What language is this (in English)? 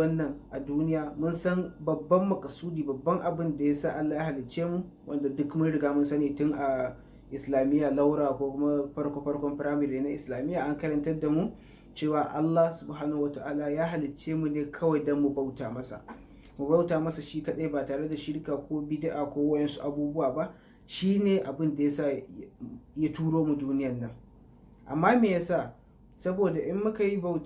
Hausa